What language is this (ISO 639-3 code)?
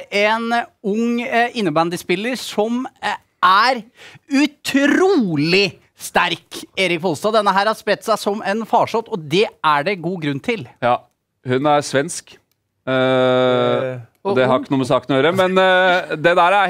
nor